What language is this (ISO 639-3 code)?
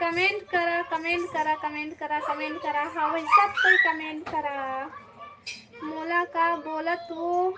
hne